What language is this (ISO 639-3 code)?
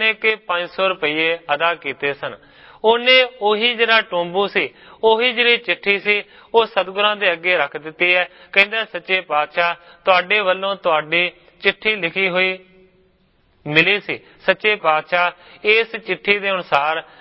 pan